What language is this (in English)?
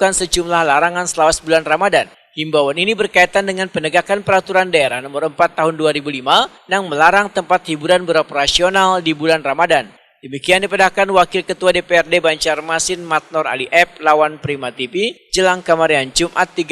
Banjar